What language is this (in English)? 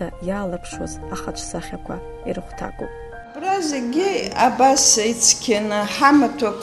Abkhazian